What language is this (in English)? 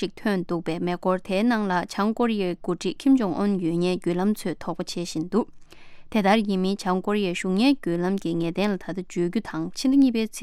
Tibetan